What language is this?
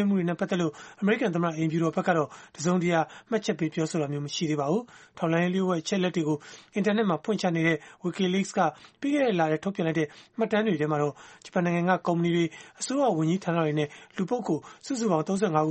Burmese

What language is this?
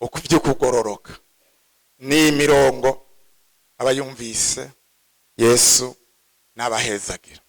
Rundi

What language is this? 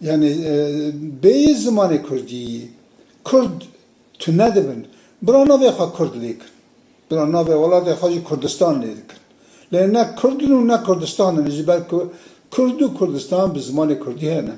Kurdish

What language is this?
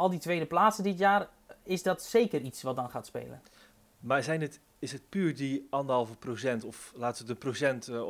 Dutch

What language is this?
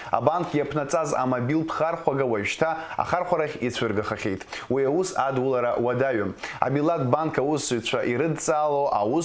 Abkhazian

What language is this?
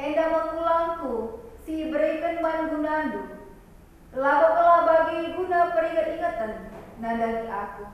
Batak Karo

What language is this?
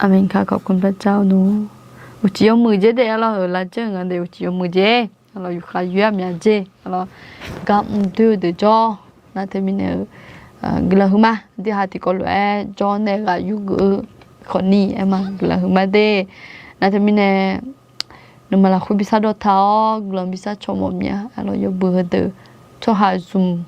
Akha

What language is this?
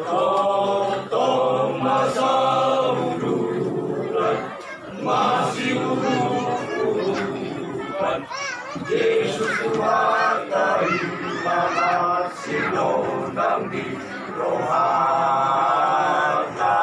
Batak Toba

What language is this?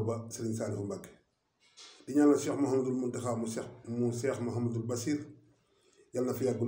Wolof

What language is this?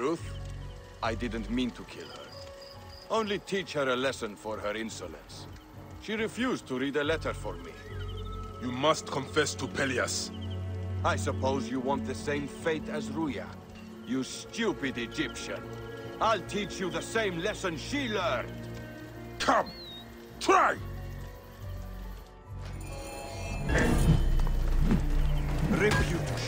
English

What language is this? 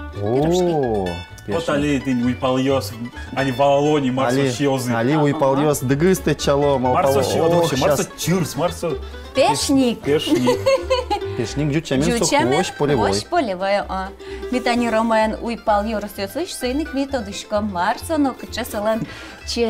Udmurt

